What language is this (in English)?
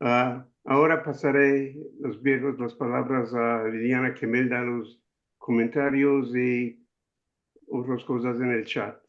Ladino